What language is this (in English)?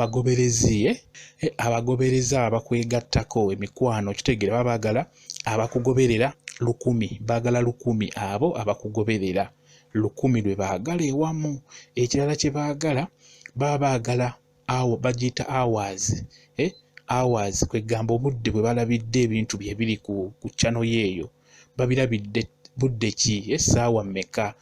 Ganda